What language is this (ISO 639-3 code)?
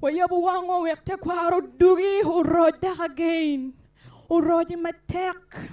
ach